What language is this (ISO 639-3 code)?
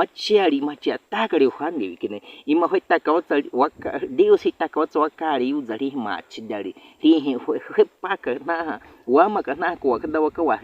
bwi